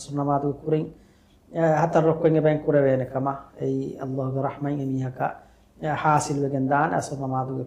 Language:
Divehi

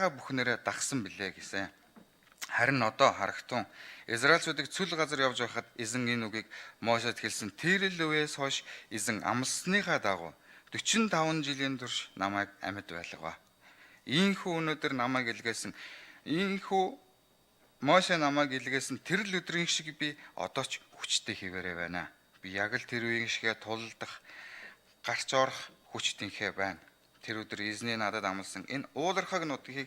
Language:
Mongolian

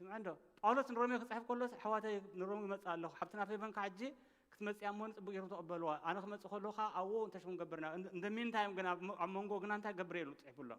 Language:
Tigrinya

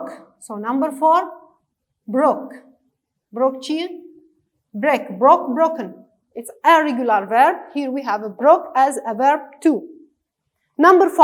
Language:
Kurdish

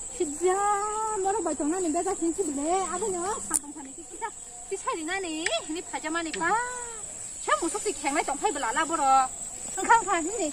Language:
Kok Borok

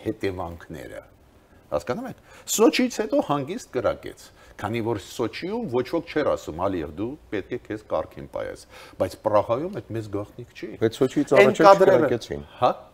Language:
Armenian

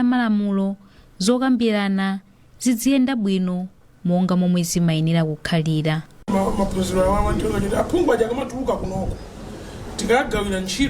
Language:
Nyanja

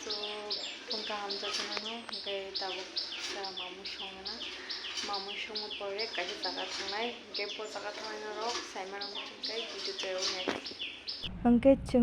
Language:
Kok Borok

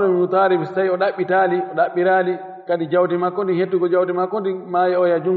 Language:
Fula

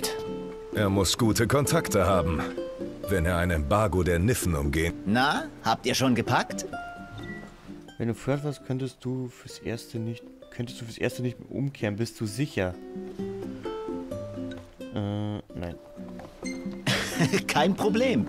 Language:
German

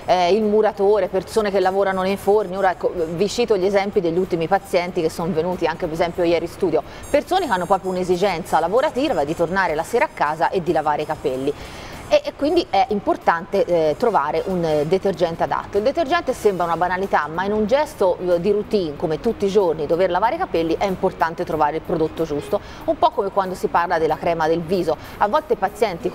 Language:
Italian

